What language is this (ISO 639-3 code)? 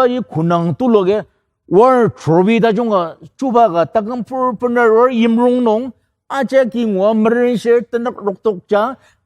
njo